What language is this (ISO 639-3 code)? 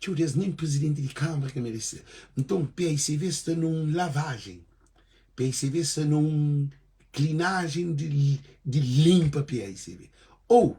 kea